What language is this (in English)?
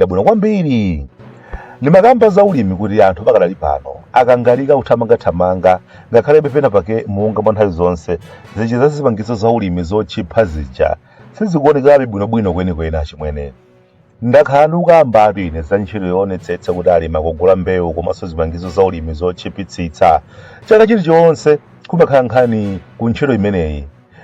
Nyanja